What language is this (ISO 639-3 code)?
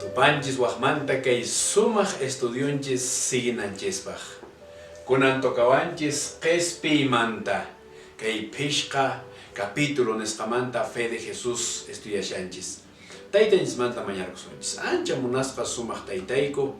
que